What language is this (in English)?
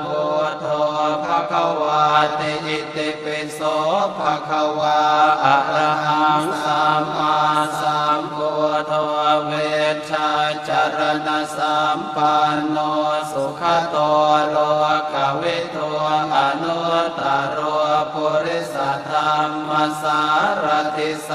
Pali